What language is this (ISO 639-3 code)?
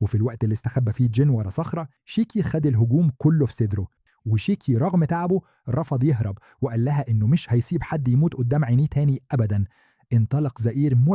arz